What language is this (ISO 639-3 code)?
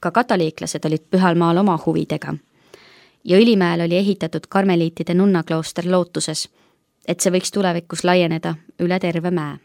est